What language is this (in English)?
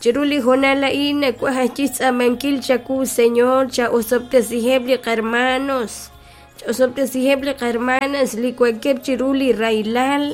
Kekchí